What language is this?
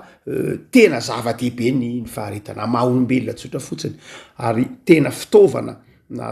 Malagasy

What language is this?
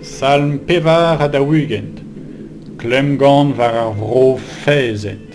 Breton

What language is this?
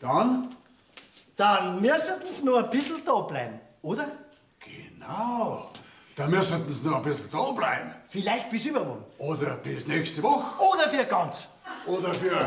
Bavarian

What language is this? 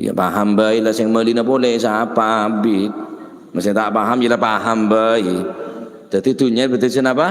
Madurese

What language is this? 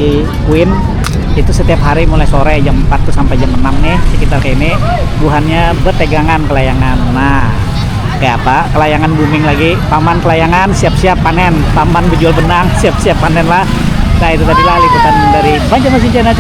Banjar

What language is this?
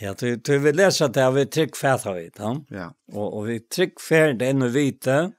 Faroese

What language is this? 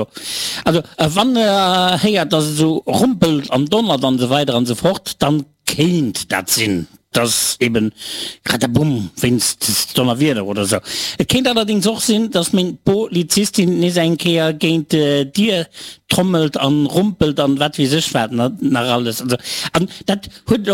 Luxembourgish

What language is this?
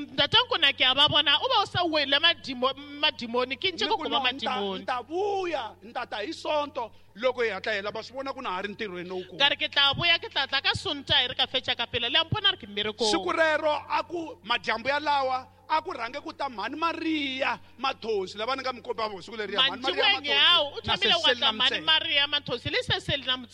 Tsonga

